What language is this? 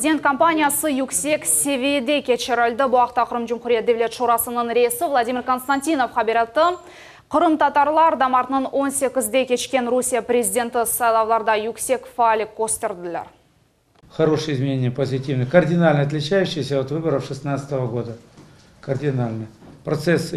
Crimean Tatar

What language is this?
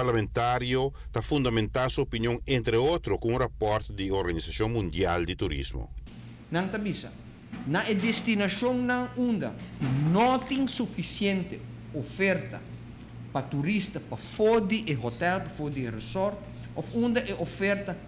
Papiamento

